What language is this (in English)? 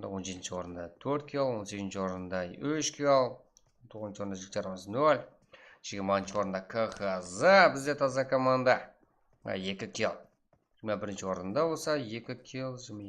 Kara-Kalpak